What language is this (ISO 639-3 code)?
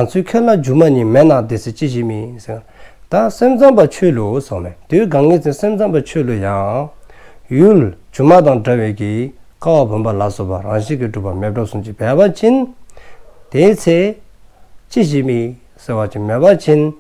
dzo